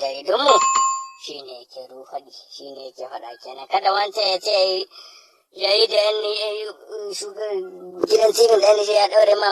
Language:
Hausa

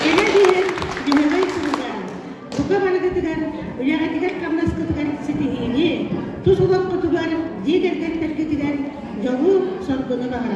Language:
Yakut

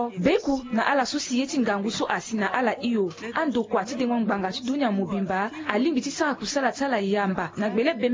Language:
Sango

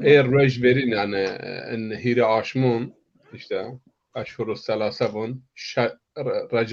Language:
Zaza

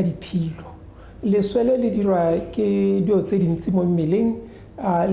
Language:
Tswana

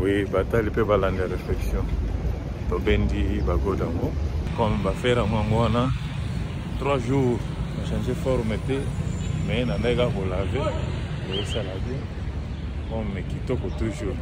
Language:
Lingala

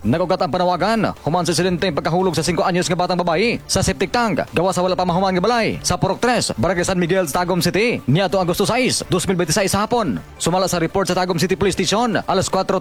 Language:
Cebuano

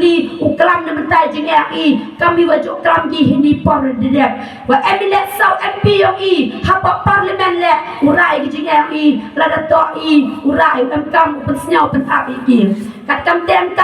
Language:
Khasi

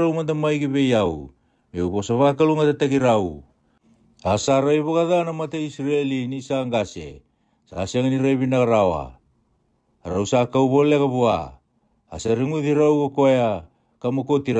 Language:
Fijian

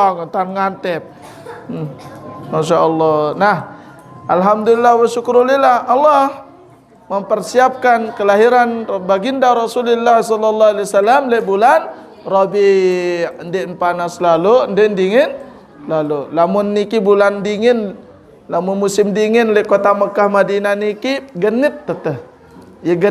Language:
Sasak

